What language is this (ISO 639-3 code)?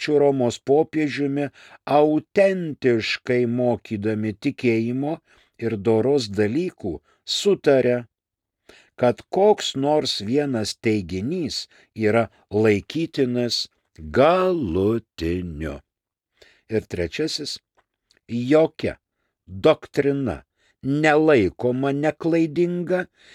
lit